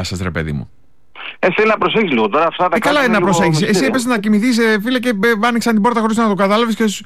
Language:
Greek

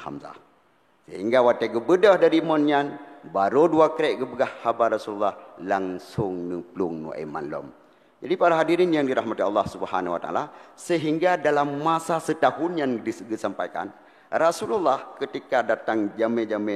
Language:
Achinese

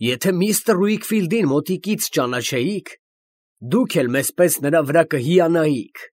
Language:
Armenian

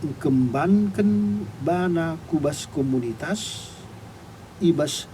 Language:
Batak Karo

